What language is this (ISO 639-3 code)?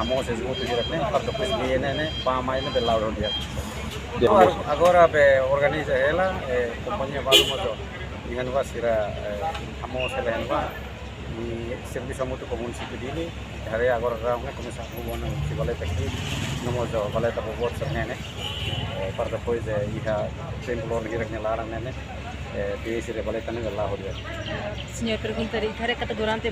tet